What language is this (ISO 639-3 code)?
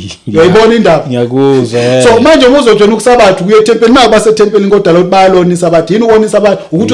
zul